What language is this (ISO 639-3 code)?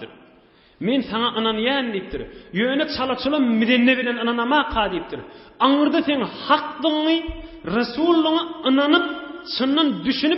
tuk